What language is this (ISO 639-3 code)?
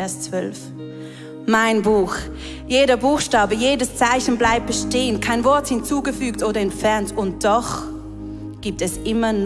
gsw